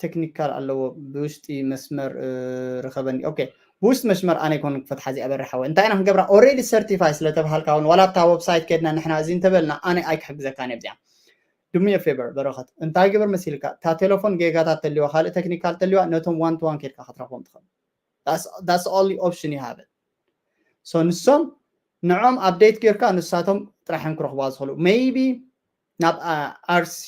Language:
Tigrinya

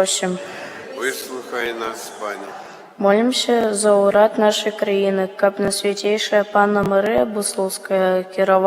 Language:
Belarusian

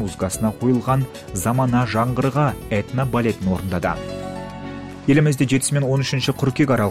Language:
Kazakh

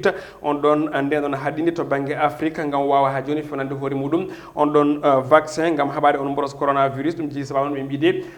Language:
Fula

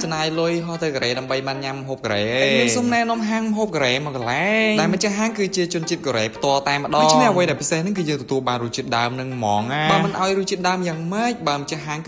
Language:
Khmer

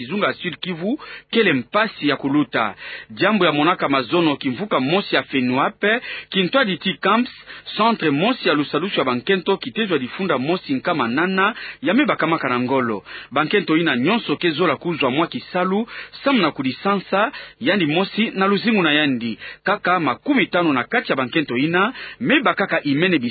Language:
Kituba (Democratic Republic of Congo)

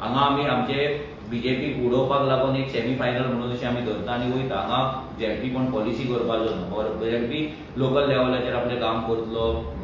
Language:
Konkani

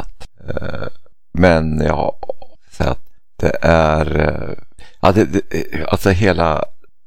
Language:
Swedish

